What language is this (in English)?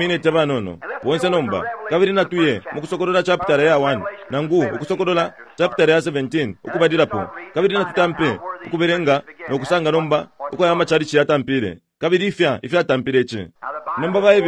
Bemba